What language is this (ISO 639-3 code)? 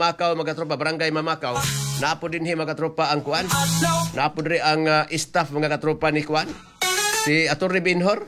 ceb